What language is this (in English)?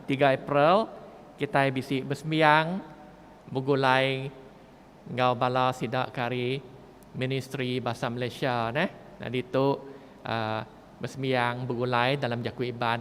Iban